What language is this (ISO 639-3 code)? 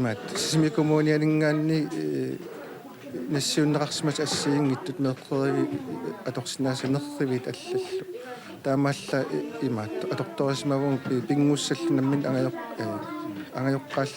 kal